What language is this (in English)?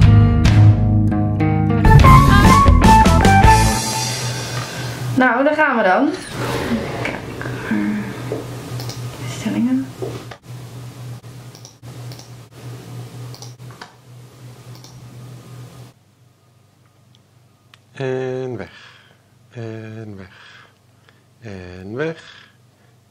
Dutch